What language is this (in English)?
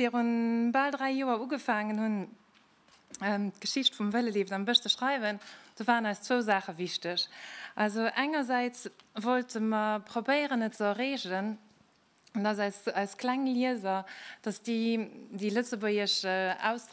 Luxembourgish